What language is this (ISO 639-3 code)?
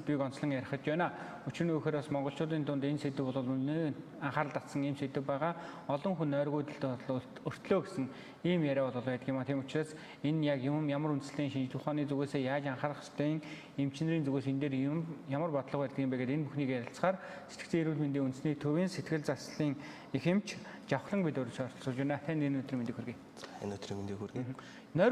mon